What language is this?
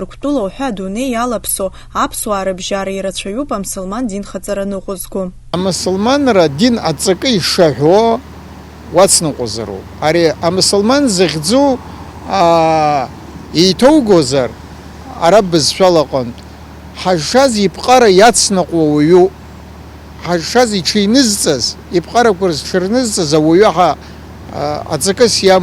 Abkhazian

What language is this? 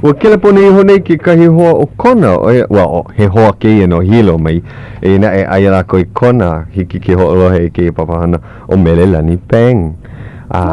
Hawaiian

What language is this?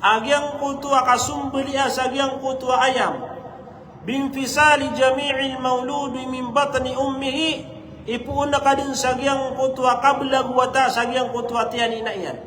Maranao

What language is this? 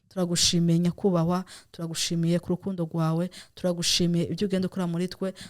Rundi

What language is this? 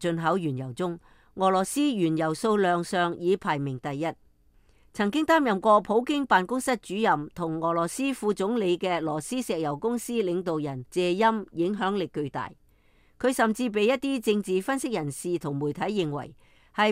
Cantonese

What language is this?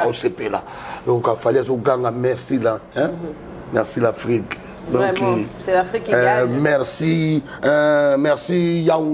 Lingala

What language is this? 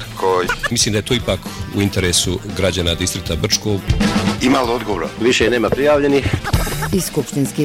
Bosnian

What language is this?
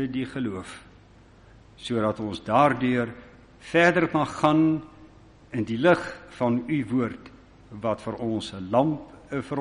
Afrikaans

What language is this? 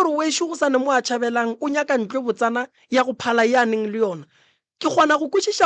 Northern Sotho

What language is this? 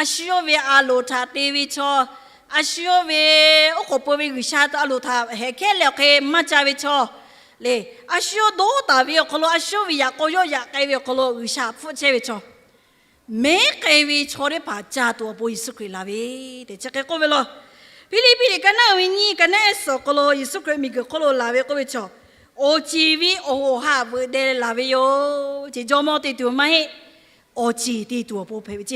Lahu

